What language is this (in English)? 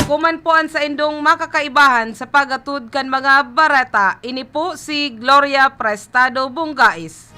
Bikol